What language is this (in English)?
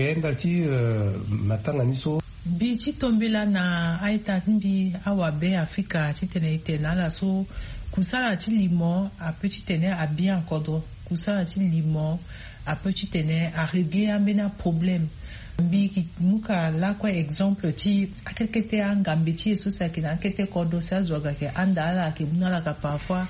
Sango